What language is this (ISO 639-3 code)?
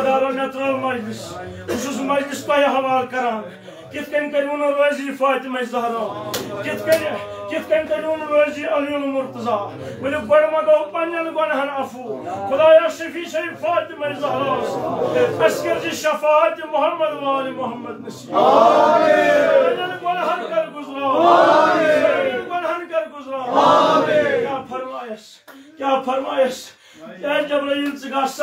kas